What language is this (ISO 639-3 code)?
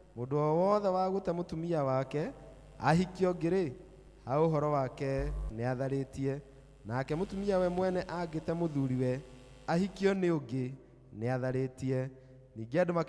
kik